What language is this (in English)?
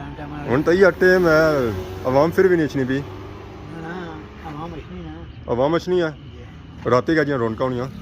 Pahari-Potwari